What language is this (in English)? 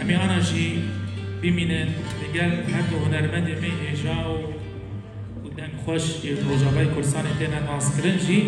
Kurdish